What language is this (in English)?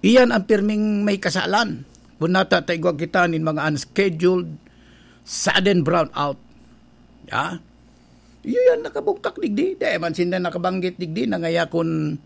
Bikol